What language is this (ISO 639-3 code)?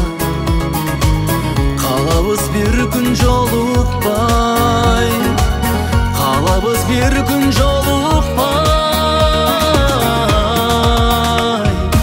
kir